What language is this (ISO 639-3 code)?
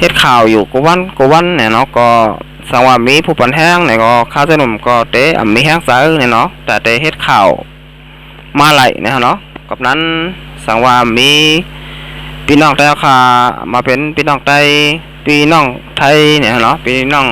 shn